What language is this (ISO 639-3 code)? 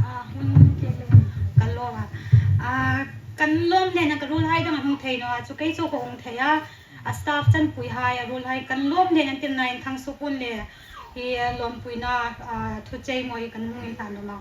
hmr